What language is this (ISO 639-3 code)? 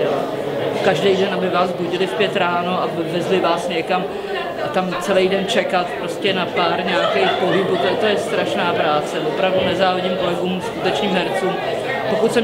ces